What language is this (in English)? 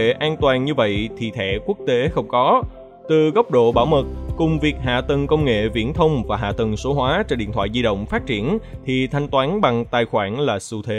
Vietnamese